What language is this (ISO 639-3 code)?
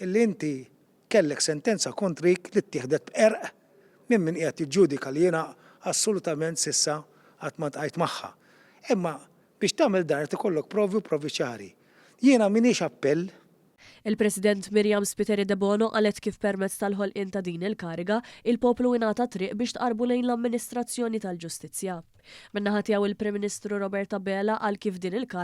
mlt